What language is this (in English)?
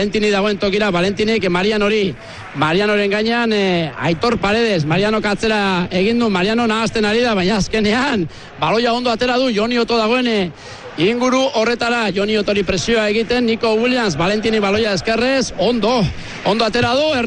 Basque